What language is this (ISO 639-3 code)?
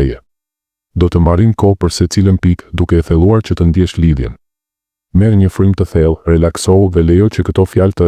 sqi